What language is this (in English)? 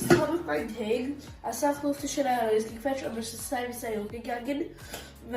Yiddish